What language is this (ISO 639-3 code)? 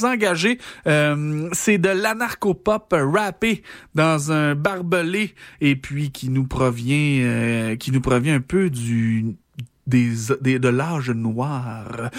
fra